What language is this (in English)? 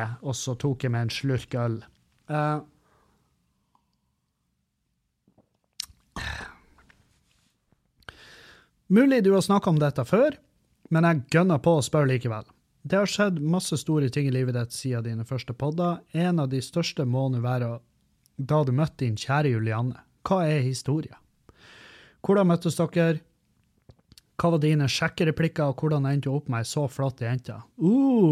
Norwegian